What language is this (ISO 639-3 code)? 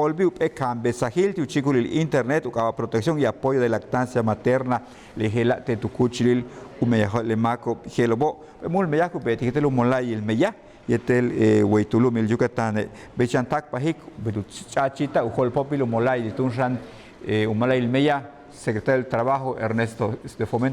yua